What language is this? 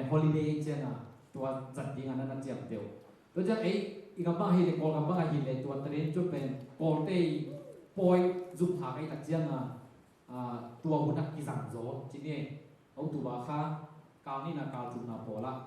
Tedim Chin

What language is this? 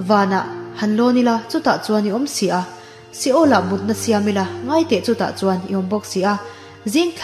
Mizo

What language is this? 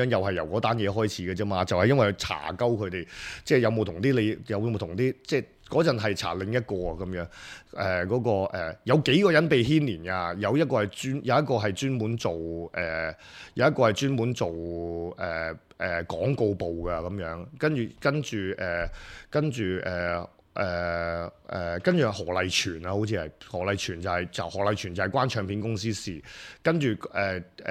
Cantonese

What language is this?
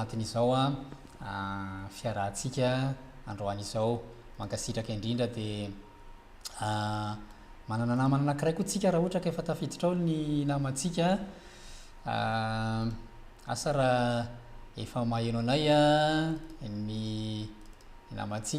Malagasy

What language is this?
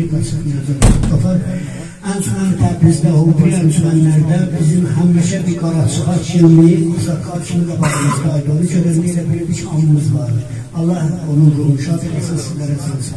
South Azerbaijani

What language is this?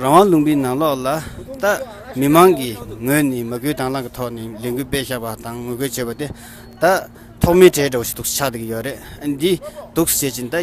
Tibetan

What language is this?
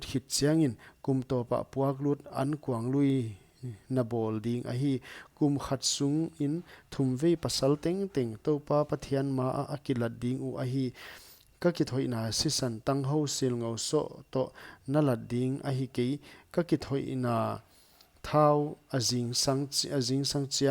Paite Chin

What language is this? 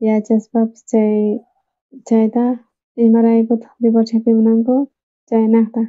South Bolivian Quechua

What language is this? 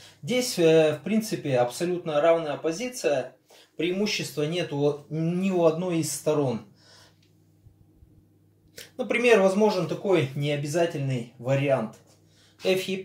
Russian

